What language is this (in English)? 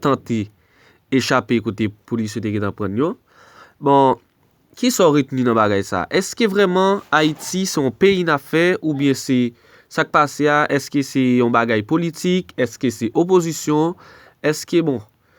Haitian Creole